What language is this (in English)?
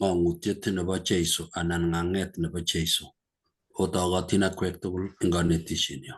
Kalenjin